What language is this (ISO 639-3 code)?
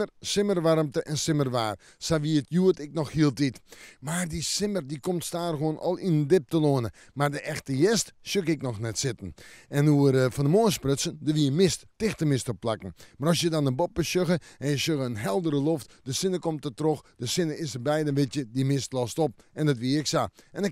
fry